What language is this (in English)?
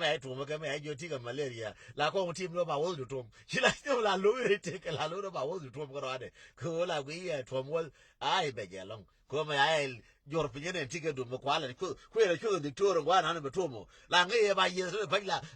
Nuer